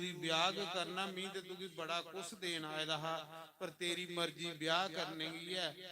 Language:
Dogri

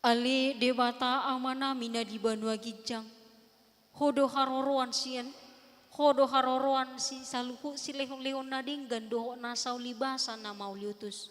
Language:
Batak Toba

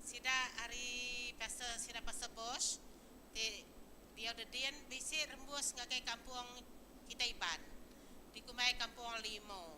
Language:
Iban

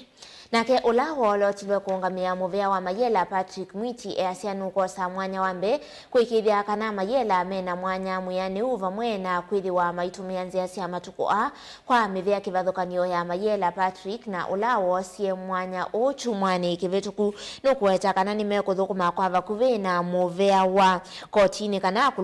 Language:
Kamba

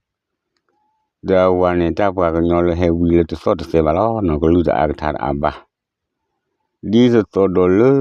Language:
S'gaw Karen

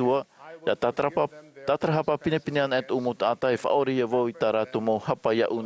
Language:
Tahitian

